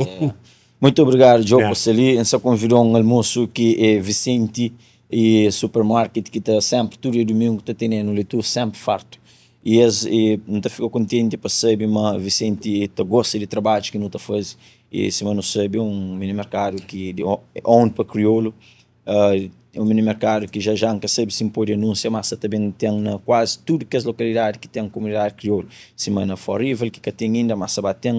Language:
Kabuverdianu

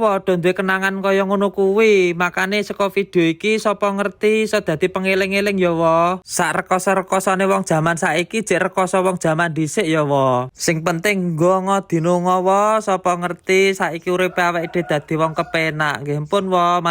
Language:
Javanese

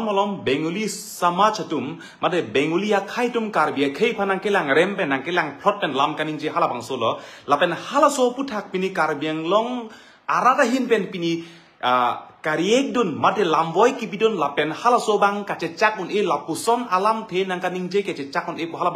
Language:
Karbi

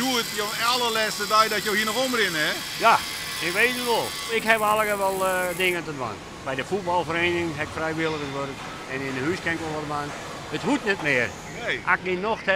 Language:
Western Frisian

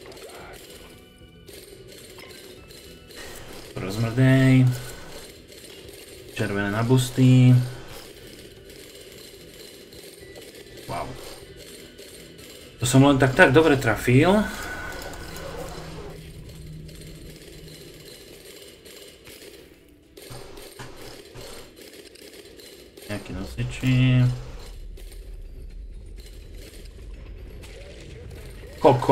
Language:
Slovak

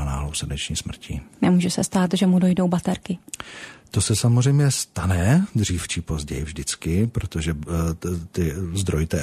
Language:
Czech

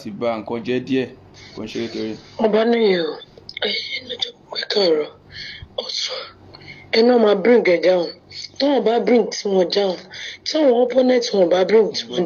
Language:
Yoruba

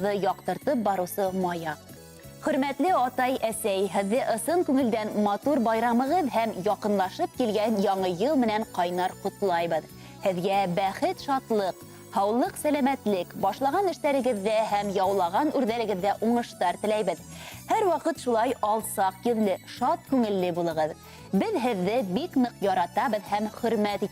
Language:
Bashkir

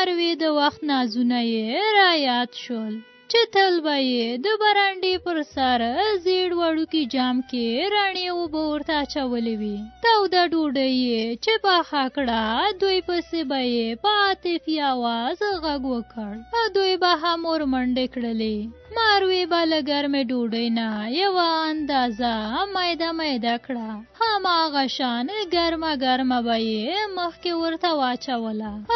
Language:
Pashto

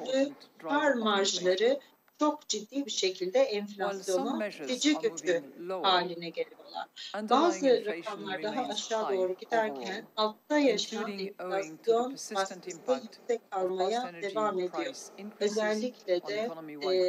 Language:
Turkish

